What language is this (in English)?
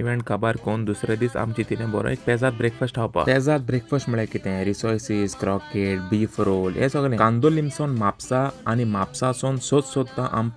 Konkani